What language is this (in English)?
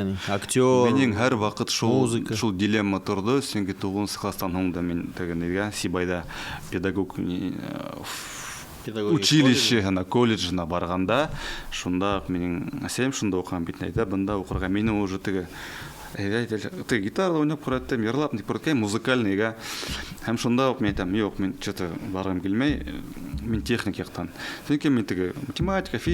Bashkir